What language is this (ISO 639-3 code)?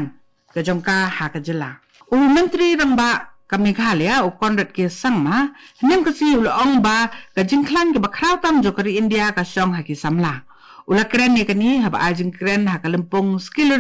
kha